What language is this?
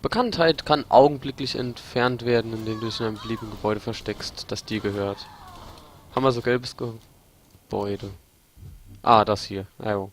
Palatine German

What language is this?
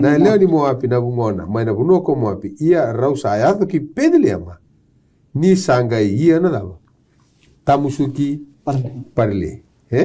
Fijian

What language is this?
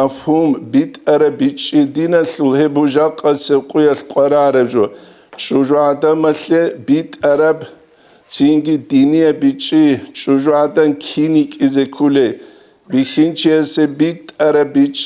Avaric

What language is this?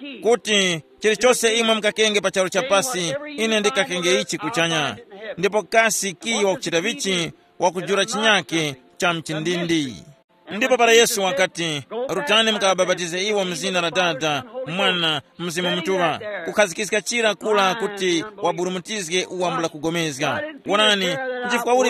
Tumbuka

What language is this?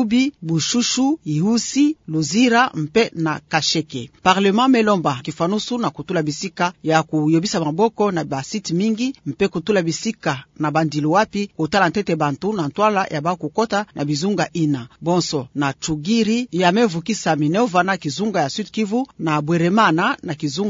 Kituba (Democratic Republic of Congo)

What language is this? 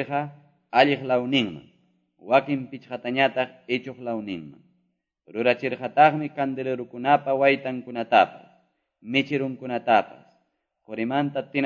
Quechua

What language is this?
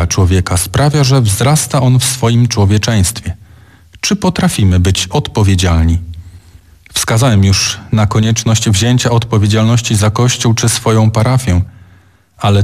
Polish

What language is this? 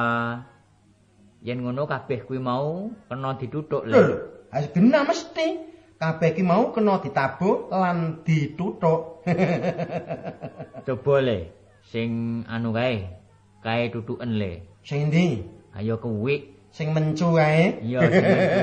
Javanese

